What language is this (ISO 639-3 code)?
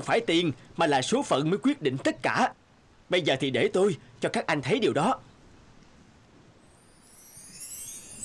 vie